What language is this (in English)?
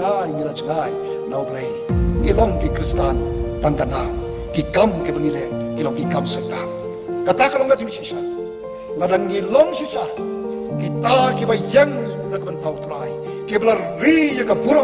Khasi